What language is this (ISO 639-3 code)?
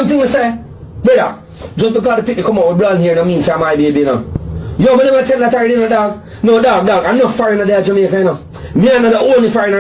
jam